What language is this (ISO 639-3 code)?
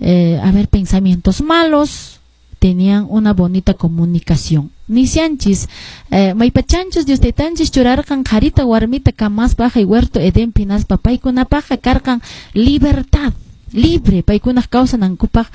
que